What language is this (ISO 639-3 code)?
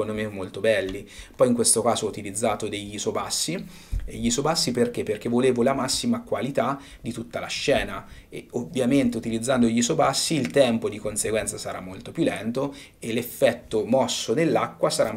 ita